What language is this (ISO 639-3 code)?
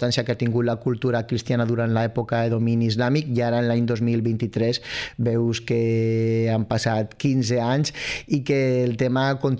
cat